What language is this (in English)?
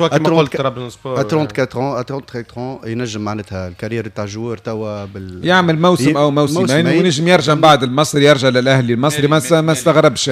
Tunisian Arabic